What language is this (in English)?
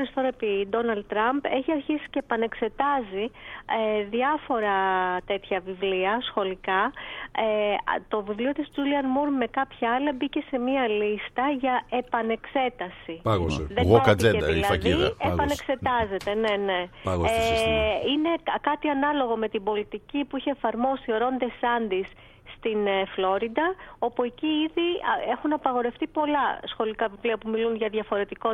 Greek